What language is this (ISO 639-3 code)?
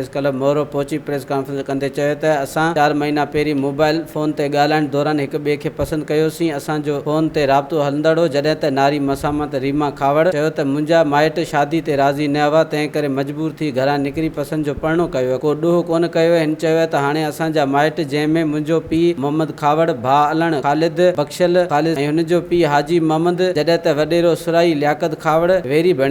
snd